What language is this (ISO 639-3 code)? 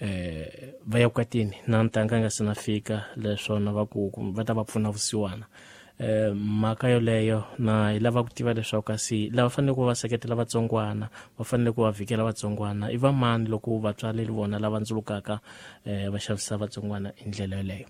tso